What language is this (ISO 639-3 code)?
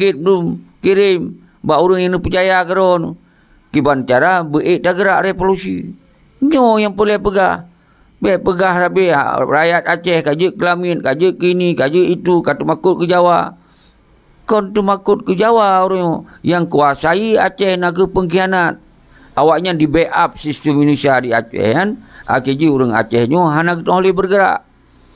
ace